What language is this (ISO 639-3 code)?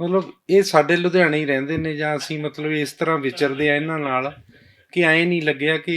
lah